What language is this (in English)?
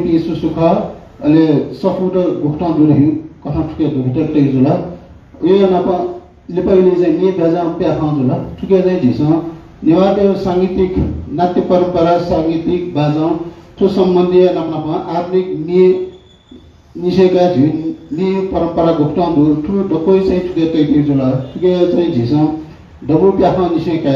Newari